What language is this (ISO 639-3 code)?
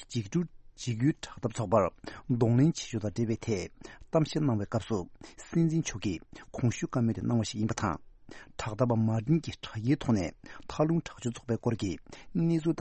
bod